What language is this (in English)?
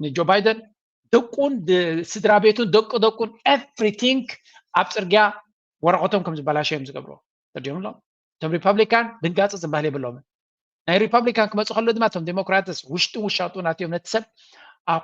Tigrinya